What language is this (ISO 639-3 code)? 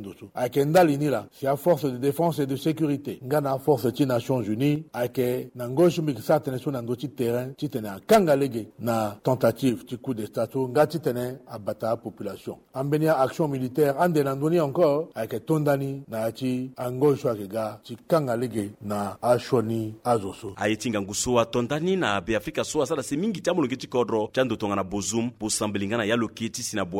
sag